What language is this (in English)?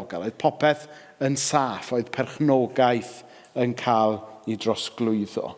Welsh